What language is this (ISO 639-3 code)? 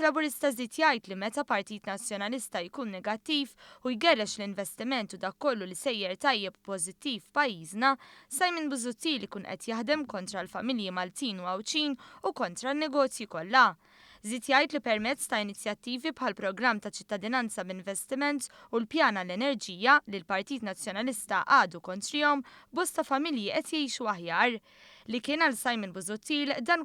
mlt